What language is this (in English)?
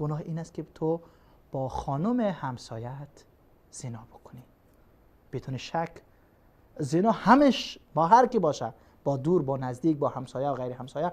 Persian